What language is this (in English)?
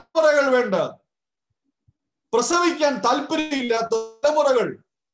Malayalam